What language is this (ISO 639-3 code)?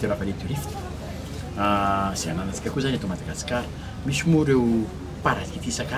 mlg